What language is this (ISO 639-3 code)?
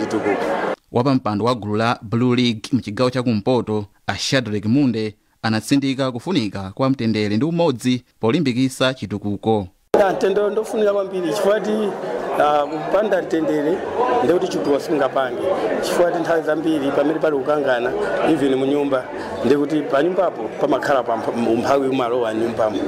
nya